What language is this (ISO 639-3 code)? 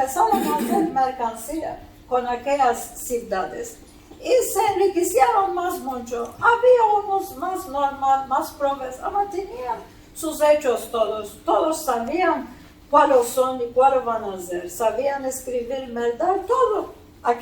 lad